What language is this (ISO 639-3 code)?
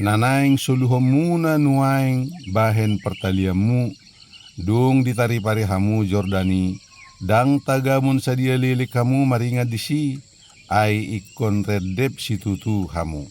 bbc